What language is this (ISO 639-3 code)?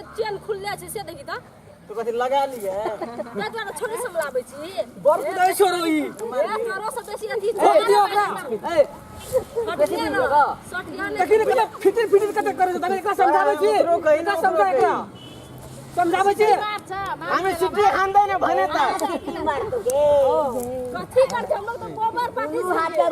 mai